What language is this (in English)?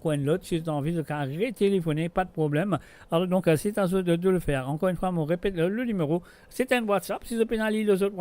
Morisyen